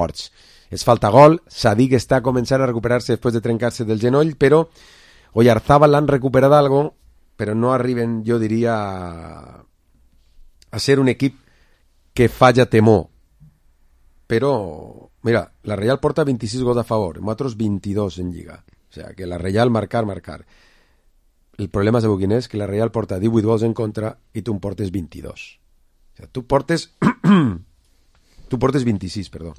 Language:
Catalan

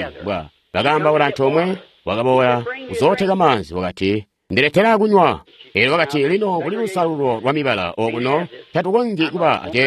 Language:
Tonga (Zambia)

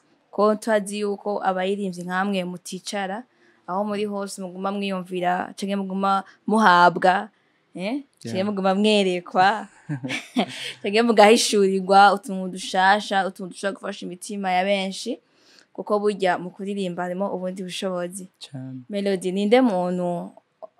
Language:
Rundi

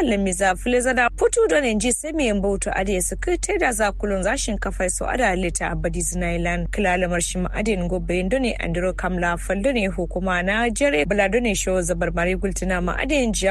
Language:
Kanuri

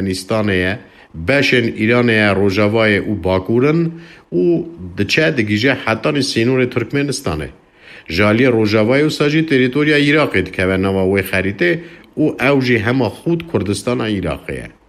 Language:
Kurdish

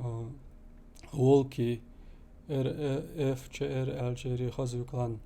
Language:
Chechen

